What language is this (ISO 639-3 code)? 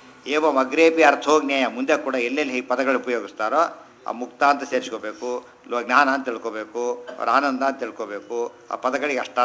kan